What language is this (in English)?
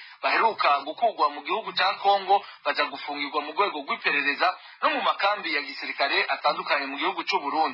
Rundi